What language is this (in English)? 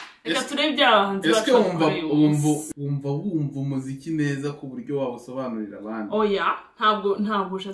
Kinyarwanda